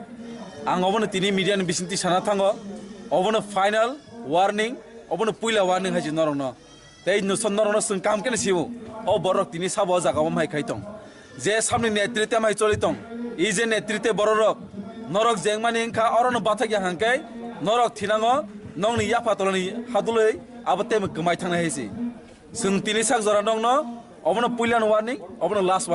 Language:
Kok Borok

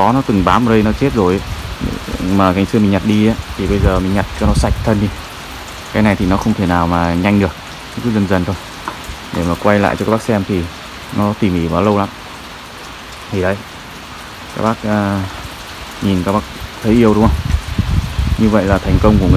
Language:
Vietnamese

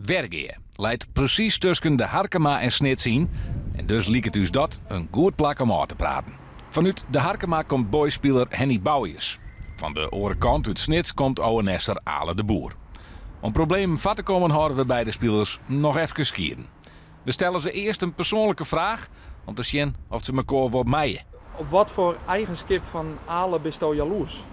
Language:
Western Frisian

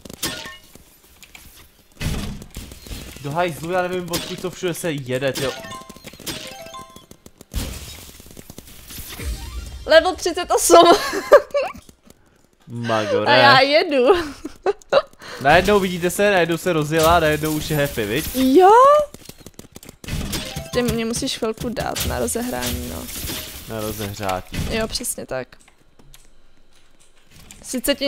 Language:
Czech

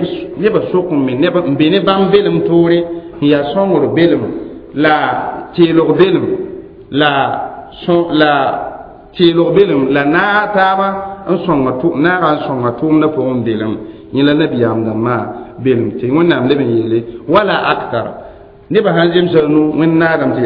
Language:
Mossi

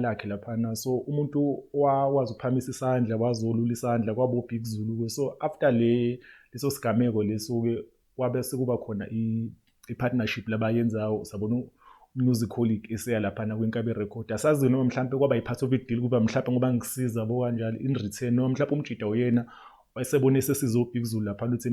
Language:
Zulu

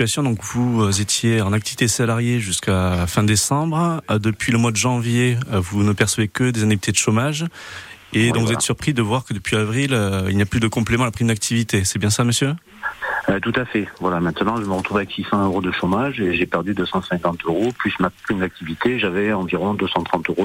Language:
French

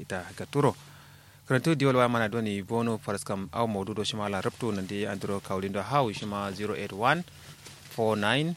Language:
Kanuri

